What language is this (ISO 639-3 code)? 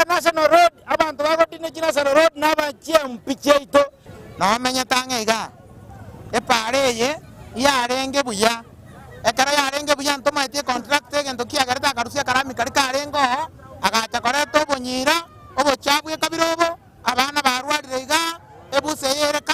guz